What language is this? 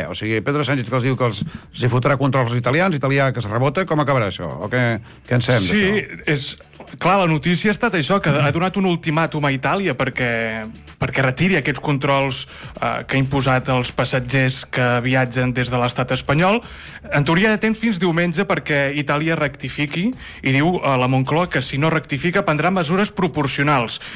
Catalan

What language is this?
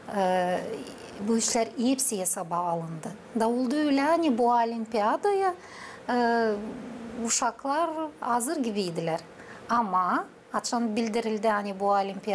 Gagauz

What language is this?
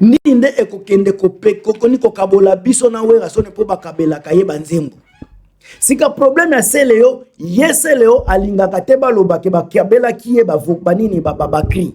Lingala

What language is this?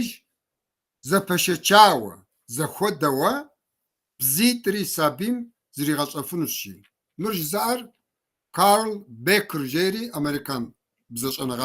Kabardian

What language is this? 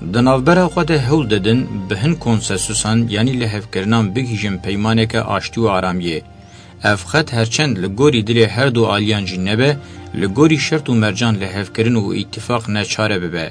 Kurdish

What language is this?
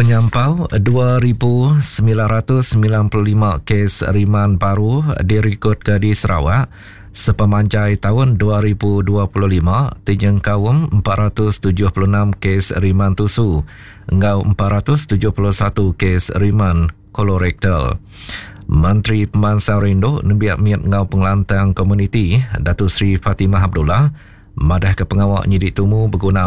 Iban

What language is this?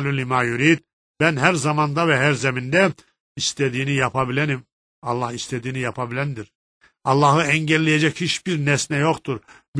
Turkish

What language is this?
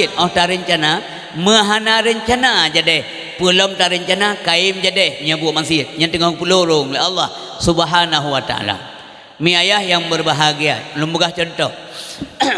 Achinese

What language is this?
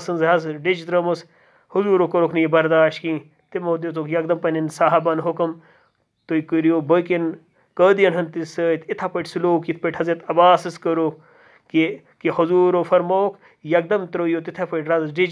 Kashmiri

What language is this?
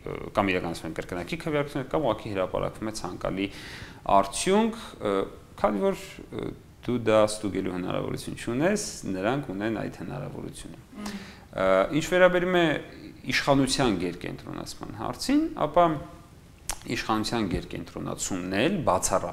Armenian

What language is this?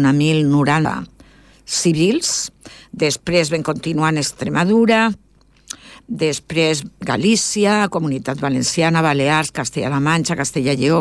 Catalan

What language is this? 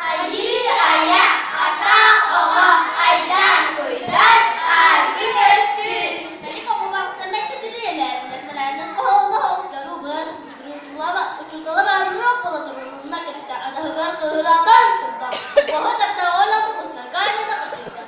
Yakut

